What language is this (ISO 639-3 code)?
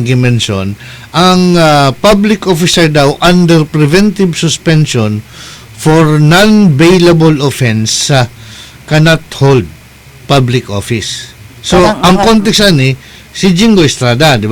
ceb